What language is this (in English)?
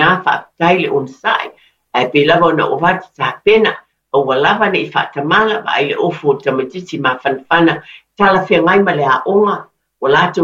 Samoan